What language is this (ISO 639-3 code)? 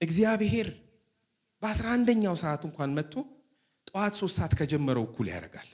amh